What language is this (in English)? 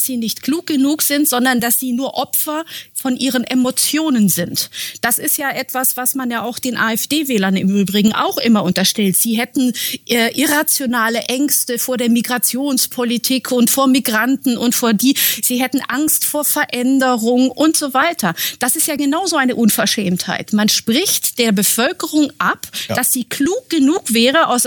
German